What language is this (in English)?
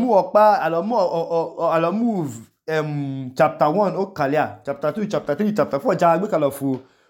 Idoma